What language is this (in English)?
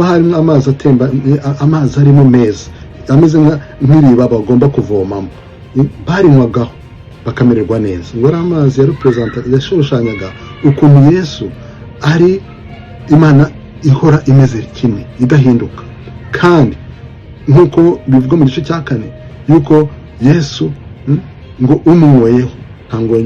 Kinyarwanda